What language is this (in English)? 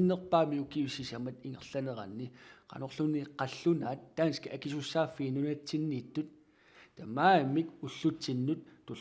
Kalaallisut